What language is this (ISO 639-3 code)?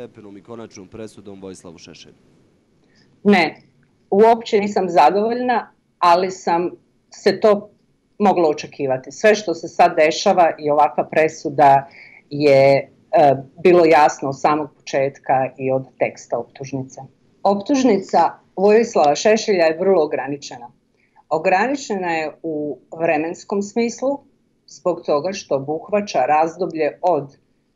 bos